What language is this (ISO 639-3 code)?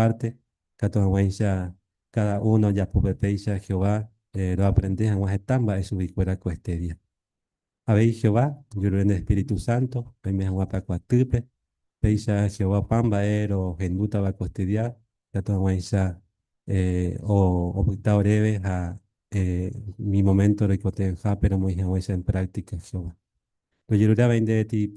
grn